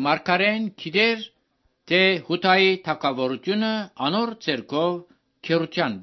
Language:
Armenian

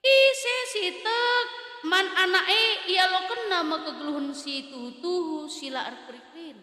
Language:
Batak Karo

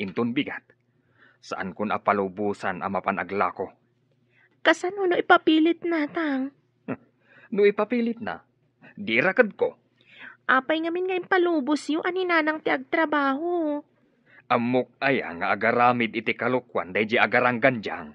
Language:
Iloko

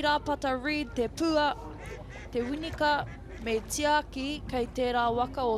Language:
Māori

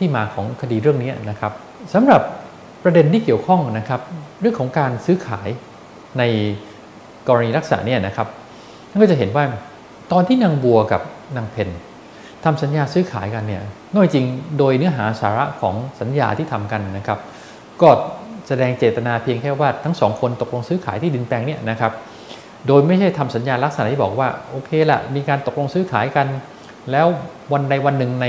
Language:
Thai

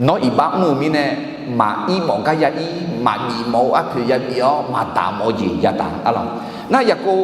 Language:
Akha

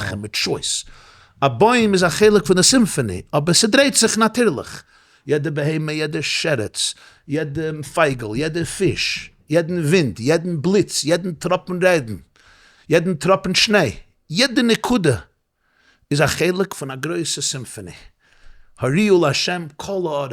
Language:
Yiddish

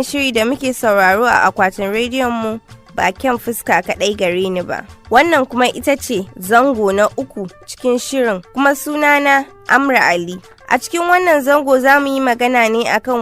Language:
Hausa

